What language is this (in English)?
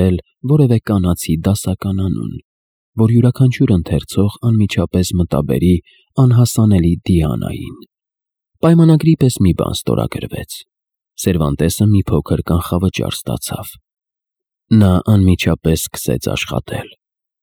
Armenian